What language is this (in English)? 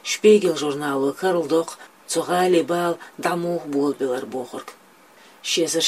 Chechen